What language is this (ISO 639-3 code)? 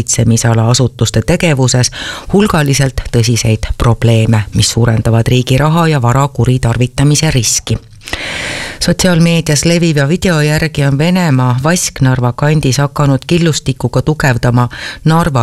est